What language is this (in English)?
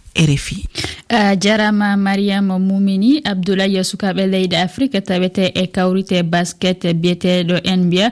Fula